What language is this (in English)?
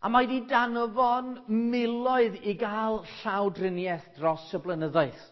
Welsh